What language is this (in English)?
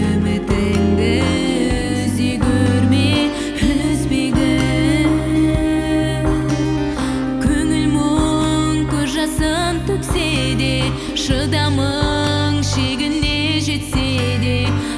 Kazakh